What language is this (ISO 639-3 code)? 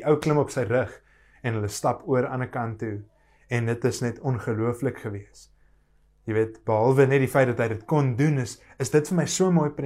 afr